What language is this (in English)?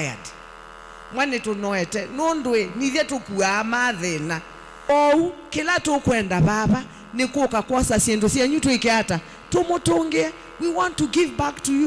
Kamba